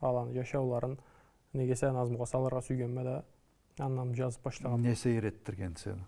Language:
Karachay-Balkar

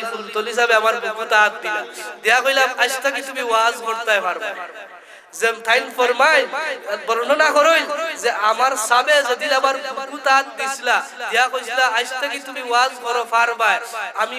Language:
Sylheti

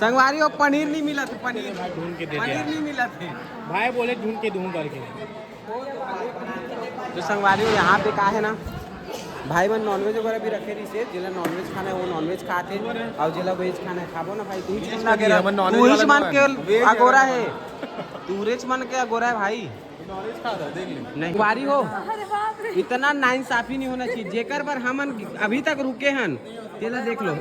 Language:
Chhattisgarhi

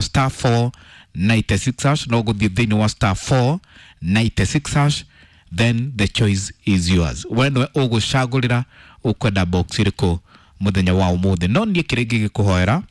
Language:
Kikuyu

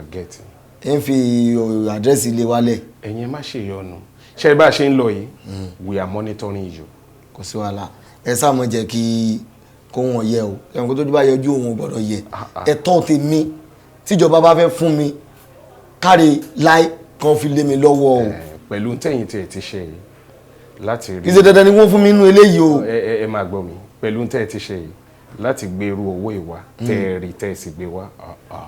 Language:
Yoruba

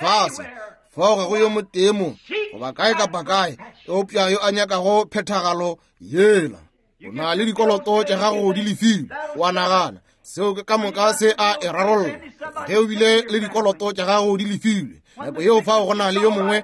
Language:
Northern Sotho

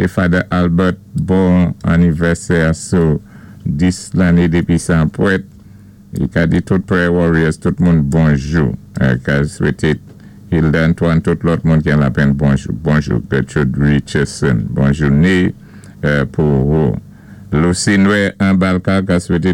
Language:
Saint Lucian Creole French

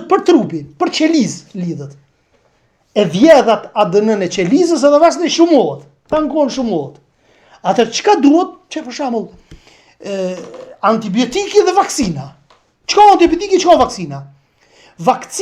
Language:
Albanian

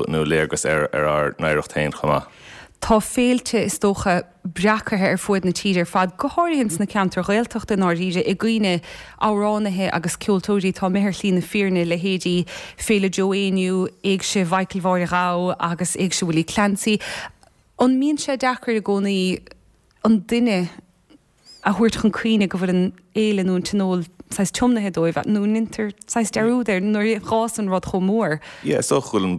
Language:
Irish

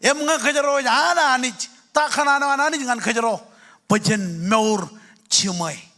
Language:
Marshallese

